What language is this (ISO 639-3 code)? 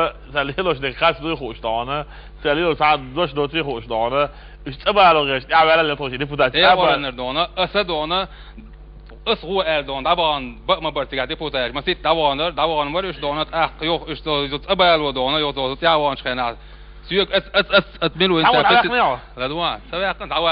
che